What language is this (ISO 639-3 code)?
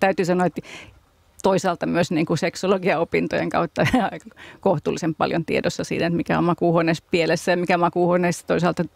fin